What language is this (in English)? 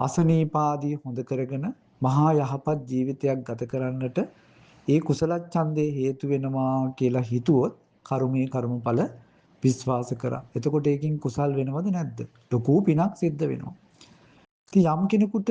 Sinhala